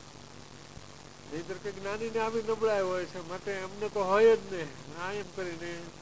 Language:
Gujarati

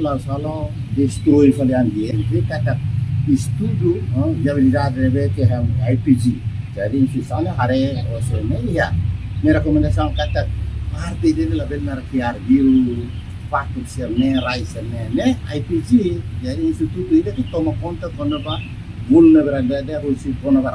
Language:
Tetum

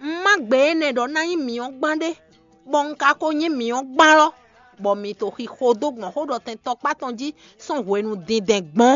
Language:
Fon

